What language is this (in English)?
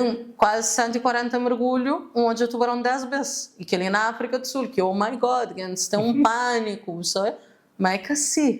Kabuverdianu